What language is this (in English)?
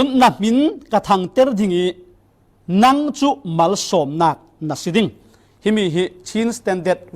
Falam Chin